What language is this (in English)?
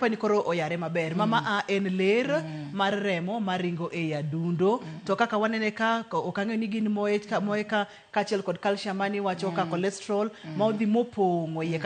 Luo (Kenya and Tanzania)